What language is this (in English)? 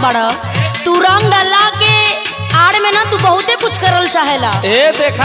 Bhojpuri